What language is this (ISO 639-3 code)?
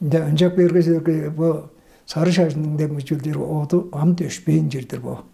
tyv